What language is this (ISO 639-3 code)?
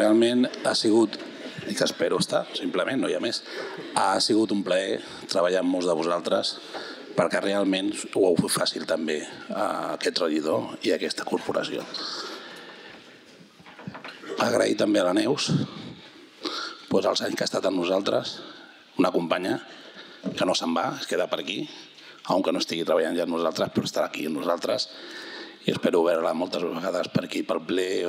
cat